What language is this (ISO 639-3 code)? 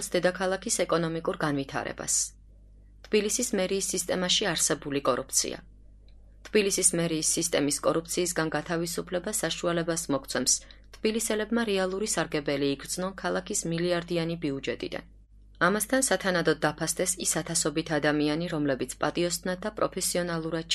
kat